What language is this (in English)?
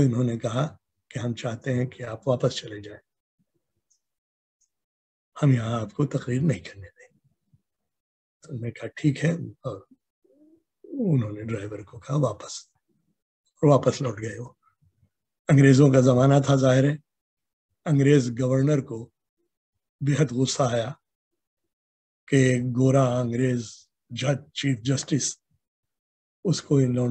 Urdu